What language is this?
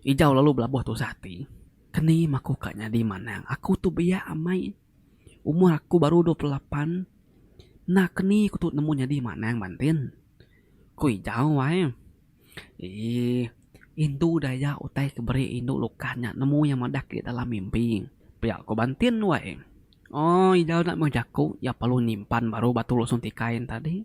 Iban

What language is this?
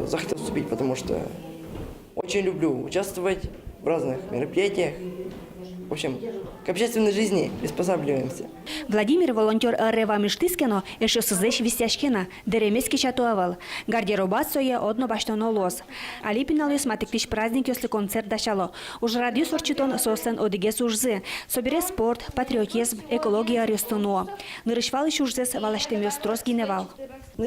Udmurt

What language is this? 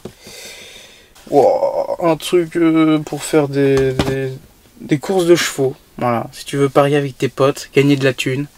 French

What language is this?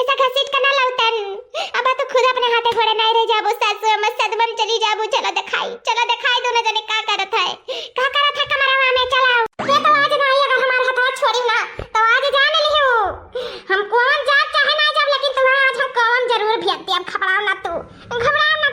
Awadhi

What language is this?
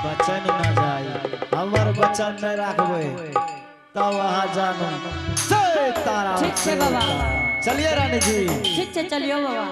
Angika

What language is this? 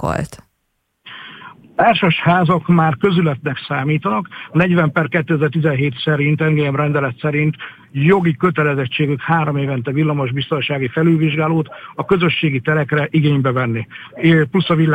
Hungarian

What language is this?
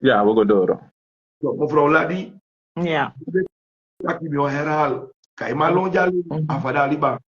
Sranan Tongo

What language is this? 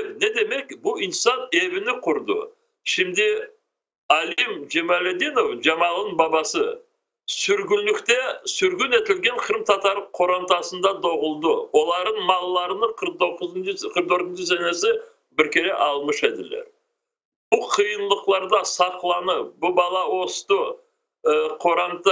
Crimean Tatar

